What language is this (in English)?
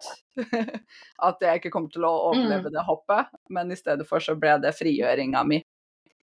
Norwegian